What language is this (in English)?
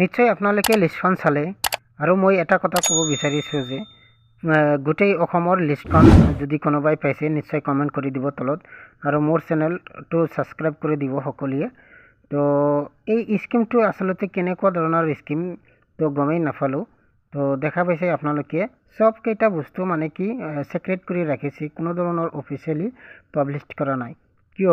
Assamese